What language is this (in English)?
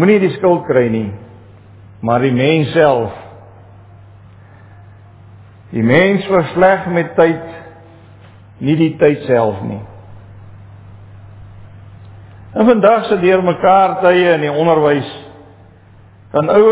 Afrikaans